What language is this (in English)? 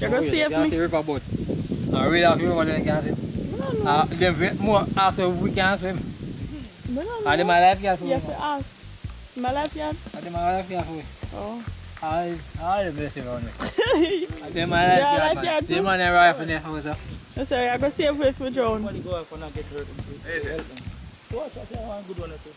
Jamaican Creole English